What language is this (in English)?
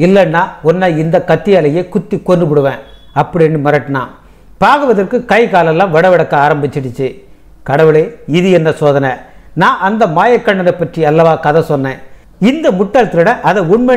Tamil